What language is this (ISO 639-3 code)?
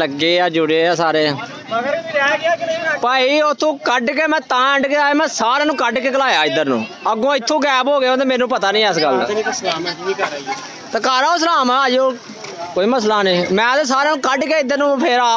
pan